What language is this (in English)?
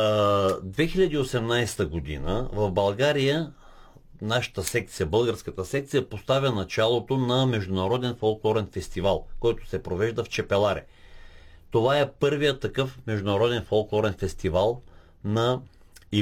Bulgarian